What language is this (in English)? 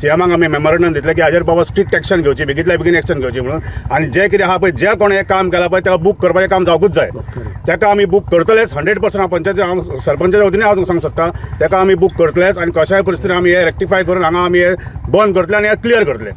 Konkani